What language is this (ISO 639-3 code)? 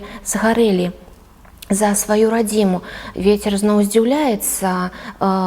bel